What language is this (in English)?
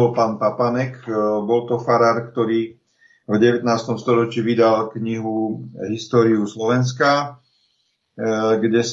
Slovak